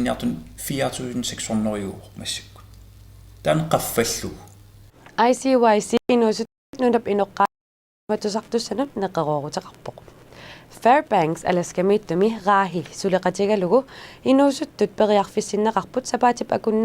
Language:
Kalaallisut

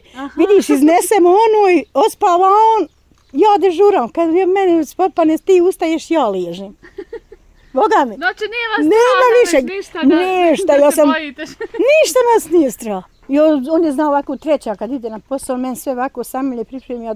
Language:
Bosnian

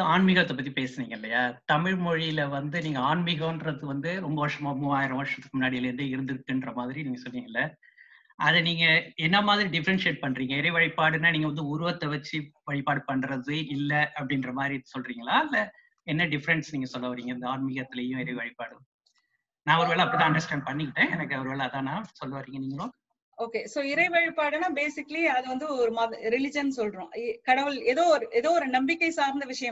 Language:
Tamil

